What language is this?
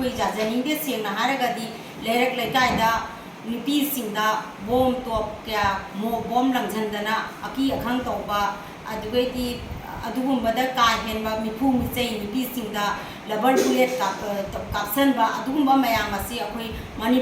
Manipuri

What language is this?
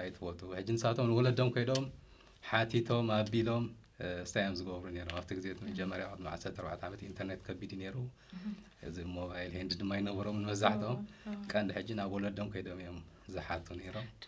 Tigrinya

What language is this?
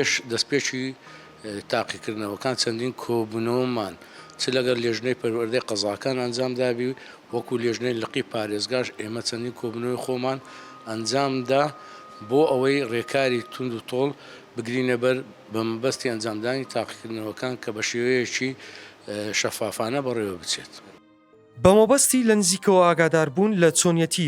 Central Kurdish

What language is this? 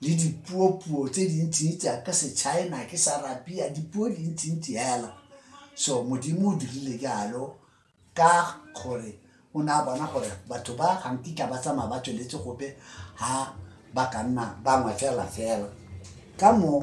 Tswana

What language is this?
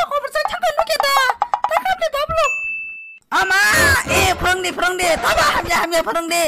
Kok Borok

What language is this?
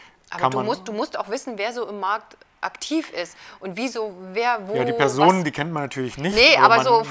German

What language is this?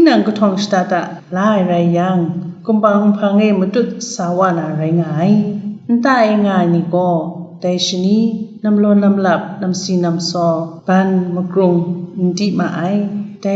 Kachin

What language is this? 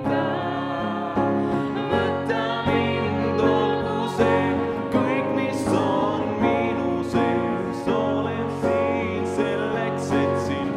Estonian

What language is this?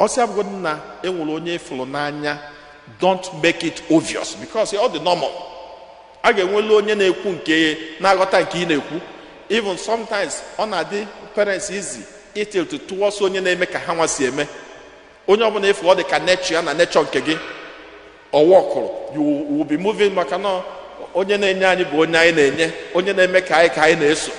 Igbo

